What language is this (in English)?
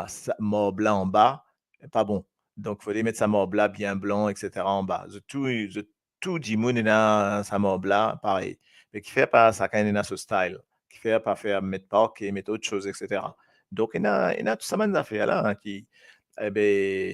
Morisyen